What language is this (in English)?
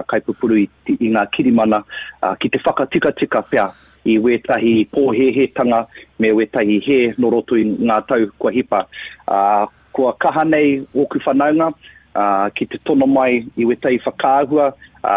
Māori